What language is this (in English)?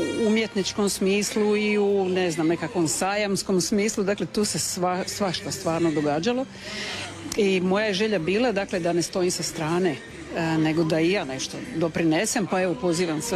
Croatian